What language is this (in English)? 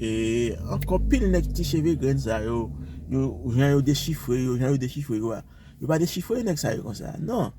Haitian Creole